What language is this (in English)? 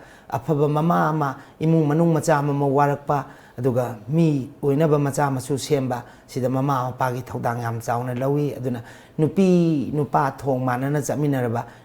Manipuri